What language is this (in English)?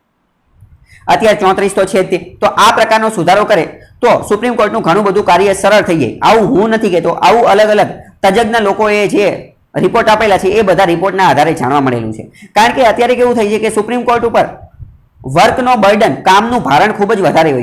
Gujarati